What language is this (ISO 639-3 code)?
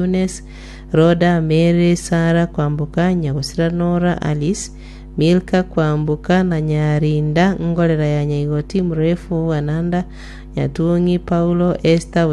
guz